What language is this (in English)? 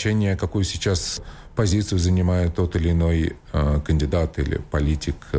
Russian